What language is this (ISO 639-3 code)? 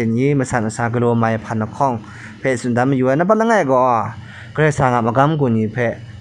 kac